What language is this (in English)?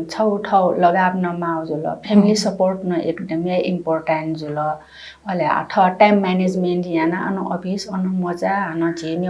Newari